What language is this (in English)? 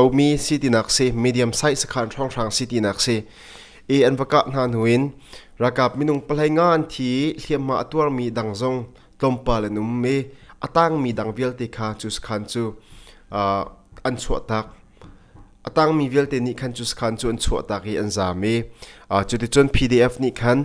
Hakha Chin